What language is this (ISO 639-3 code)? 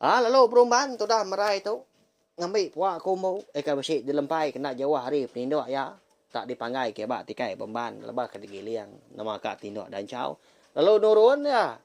iba